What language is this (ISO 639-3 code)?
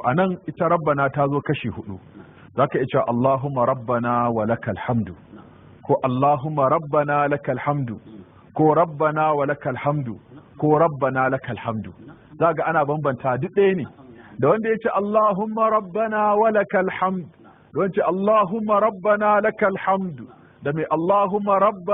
hau